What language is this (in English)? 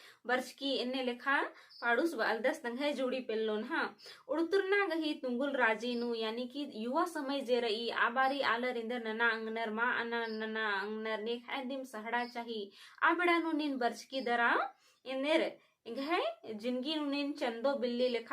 Kurukh